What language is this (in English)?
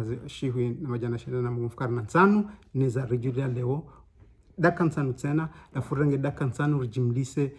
Ngazidja Comorian